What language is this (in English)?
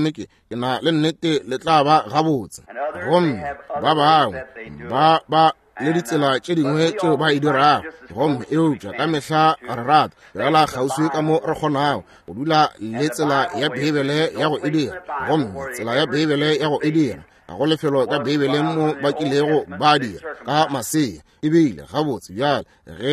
Northern Sotho